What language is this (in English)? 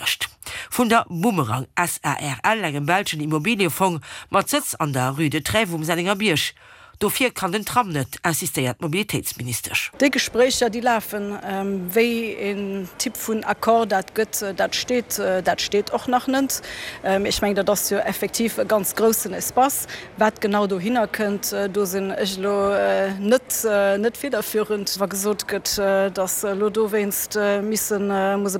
Luxembourgish